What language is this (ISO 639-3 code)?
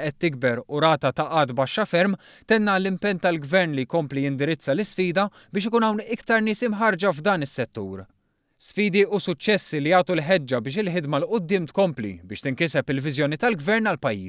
mlt